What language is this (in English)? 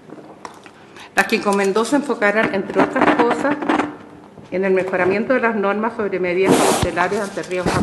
Spanish